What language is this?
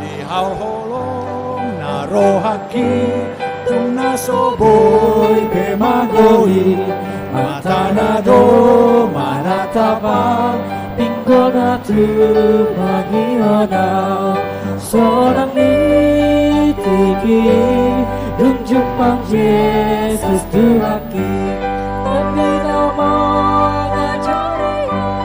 Batak Toba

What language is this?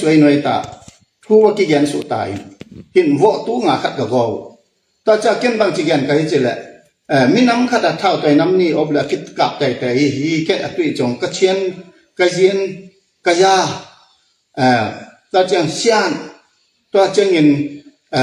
Tedim Chin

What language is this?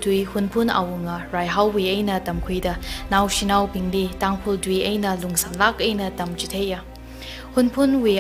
Tangkhul Naga (India)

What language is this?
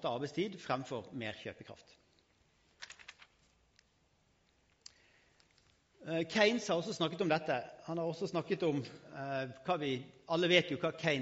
Norwegian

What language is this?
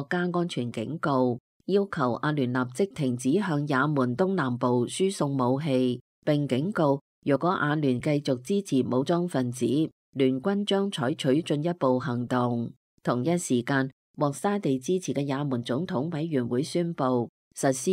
Cantonese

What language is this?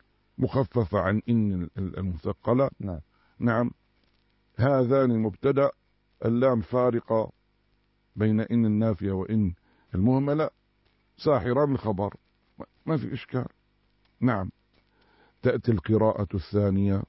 Arabic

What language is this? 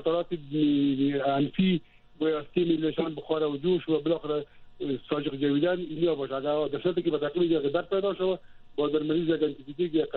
Persian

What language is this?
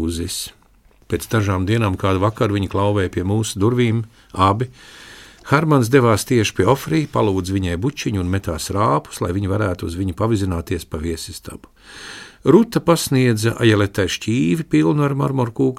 Latvian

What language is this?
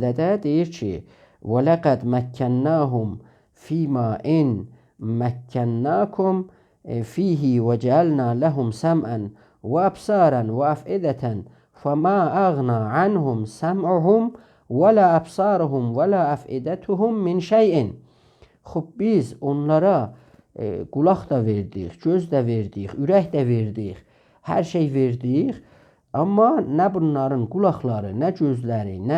South Azerbaijani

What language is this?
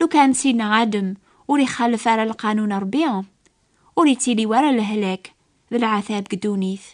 Kabyle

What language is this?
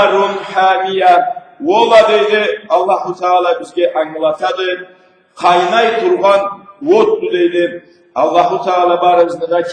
Karachay-Balkar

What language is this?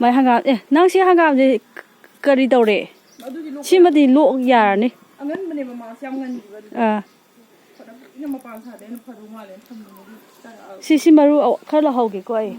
Manipuri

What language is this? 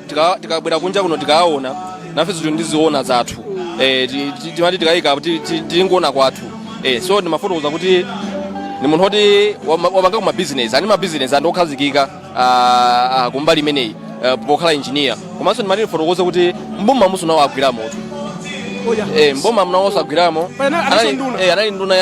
Nyanja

